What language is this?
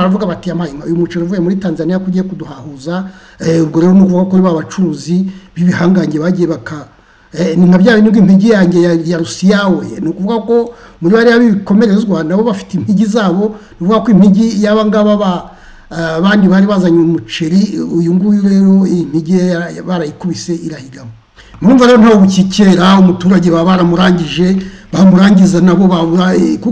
Kinyarwanda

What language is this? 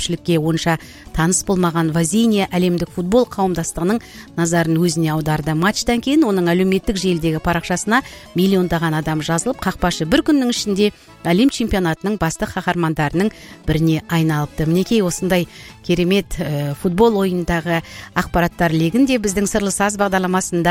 Kazakh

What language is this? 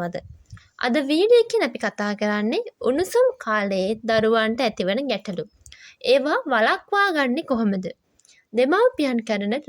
Sinhala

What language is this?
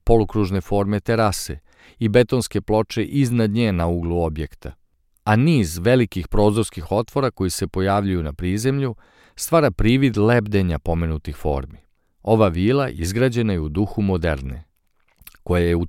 Serbian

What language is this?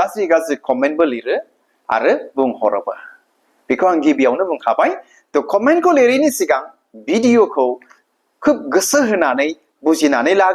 Bodo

